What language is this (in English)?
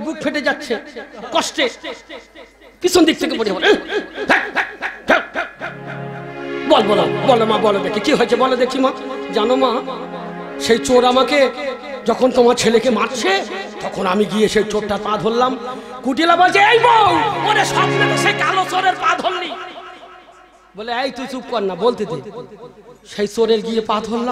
Bangla